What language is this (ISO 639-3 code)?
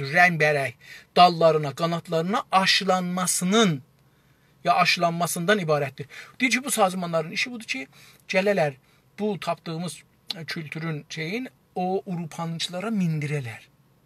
azb